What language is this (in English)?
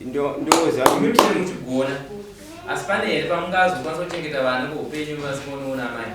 Shona